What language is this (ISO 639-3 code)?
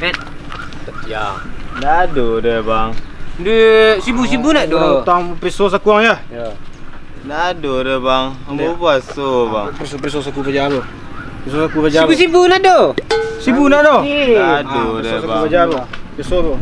min